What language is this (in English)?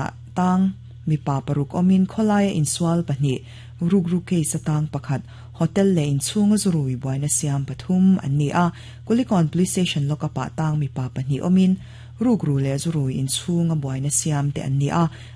Mizo